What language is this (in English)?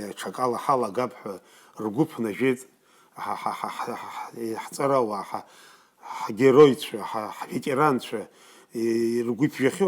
Abkhazian